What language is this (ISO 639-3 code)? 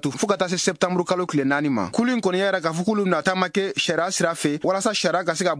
bam